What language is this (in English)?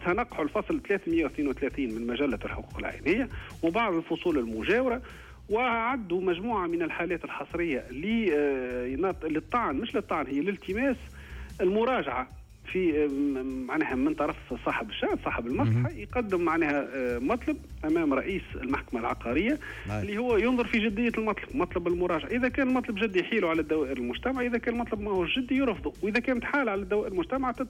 Tunisian Arabic